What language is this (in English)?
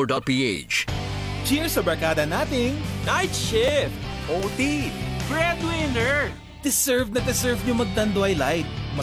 Filipino